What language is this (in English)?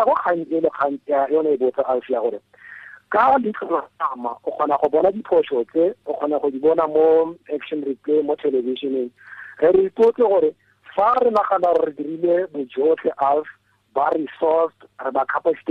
Tswana